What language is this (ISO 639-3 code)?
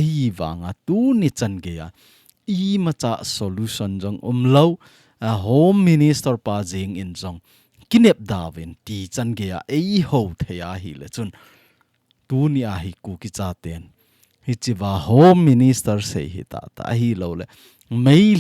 tcz